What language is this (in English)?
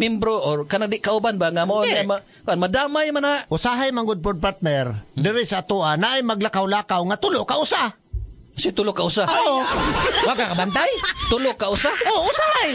Cebuano